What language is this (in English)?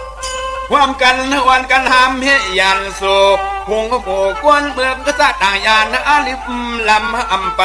Shan